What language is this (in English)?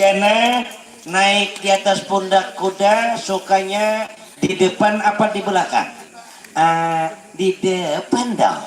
Banjar